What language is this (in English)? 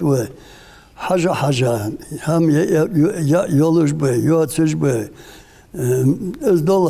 Ingush